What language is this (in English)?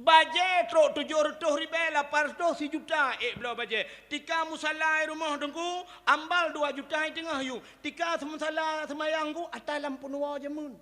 Achinese